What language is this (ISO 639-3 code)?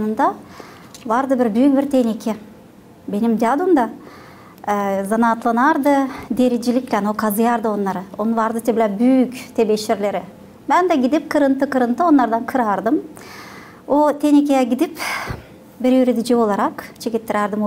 gag